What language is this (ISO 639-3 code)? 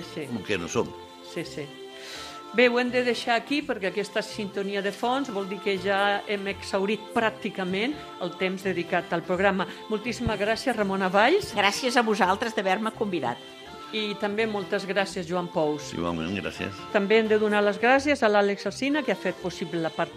cat